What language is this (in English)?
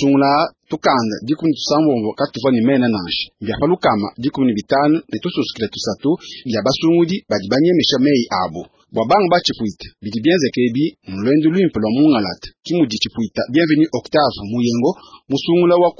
Luba-Lulua